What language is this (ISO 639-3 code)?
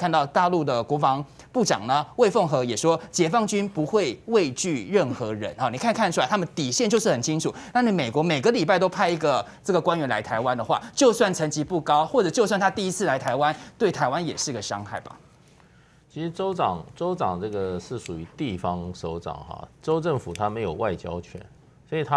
zho